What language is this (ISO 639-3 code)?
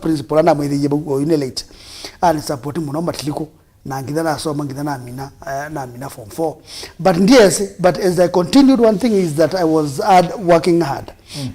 kam